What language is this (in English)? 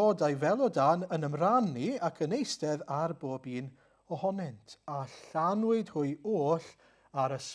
Welsh